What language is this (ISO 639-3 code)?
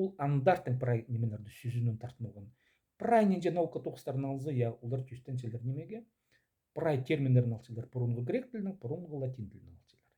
kjh